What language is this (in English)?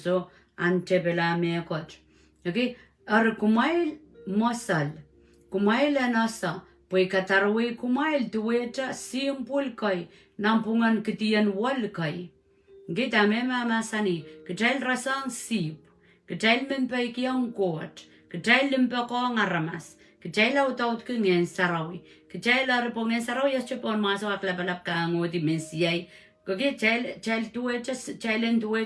Pohnpeian